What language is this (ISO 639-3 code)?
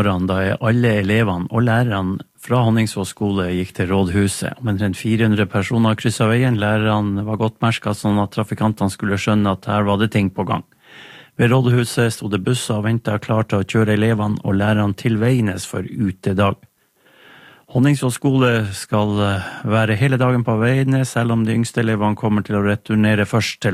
nor